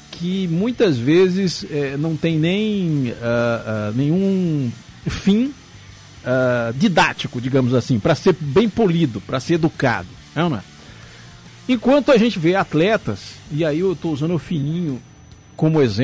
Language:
Portuguese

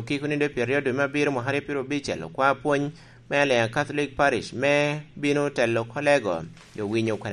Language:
Lango (Uganda)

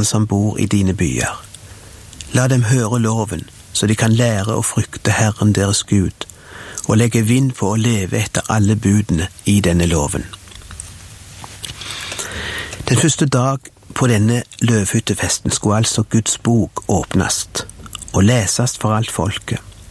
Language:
Norwegian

